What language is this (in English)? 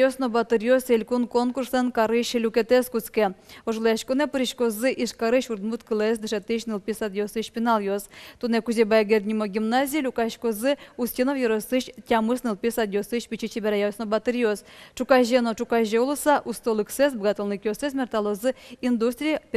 Udmurt